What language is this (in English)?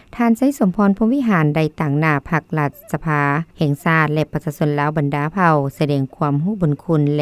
Lao